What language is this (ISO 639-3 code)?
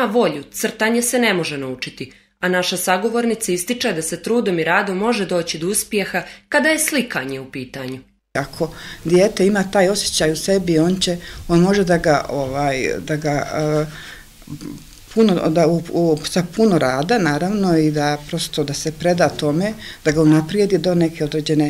bos